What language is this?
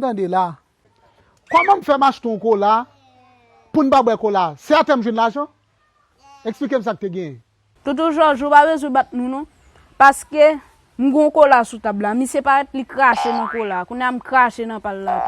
Haitian Creole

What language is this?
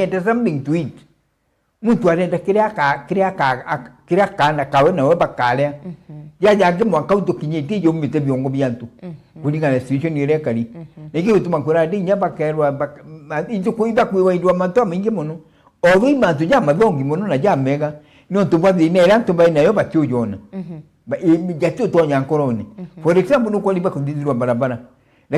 Meru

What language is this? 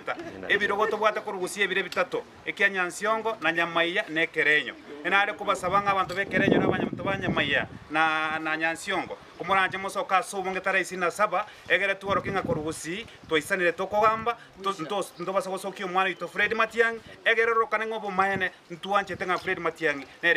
Gusii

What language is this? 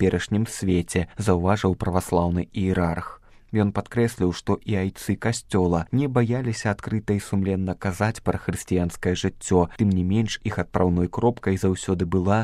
Belarusian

